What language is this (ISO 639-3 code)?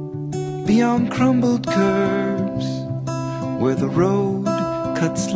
eng